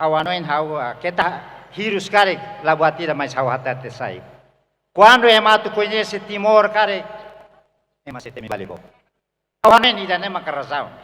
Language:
Tetum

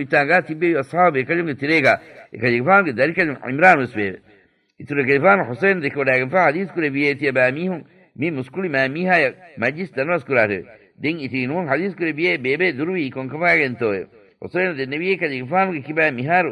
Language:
Divehi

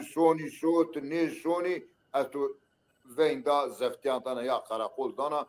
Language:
Zaza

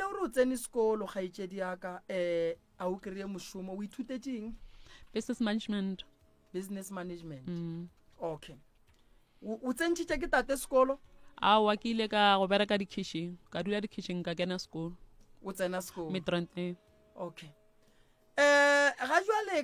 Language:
Northern Sotho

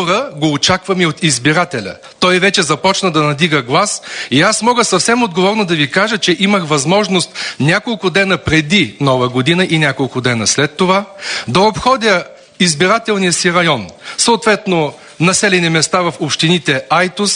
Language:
Bulgarian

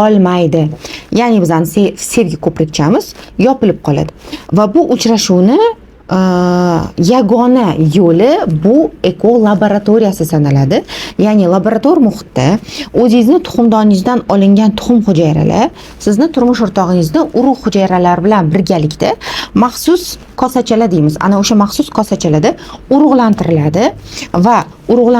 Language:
Uzbek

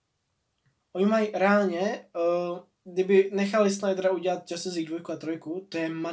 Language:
Czech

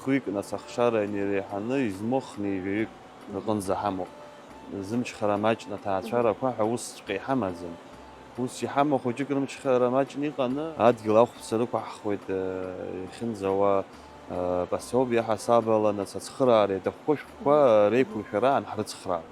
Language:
Abkhazian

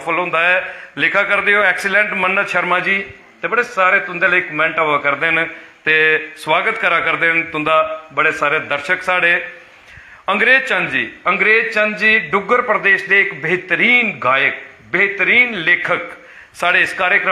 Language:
Dogri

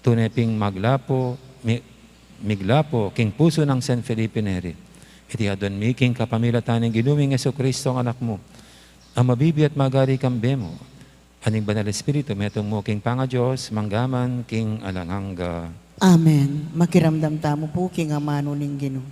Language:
Pampanga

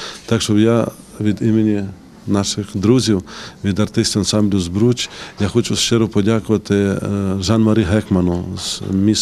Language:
Ukrainian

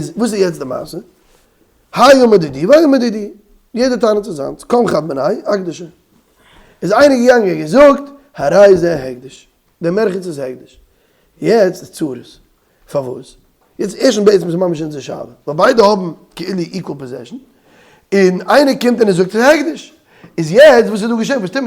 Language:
Yiddish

